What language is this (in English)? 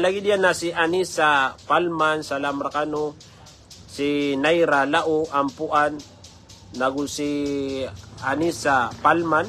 Maranao